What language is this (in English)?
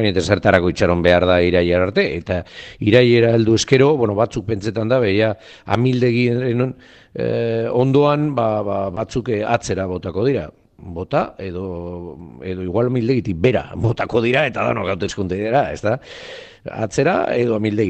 Basque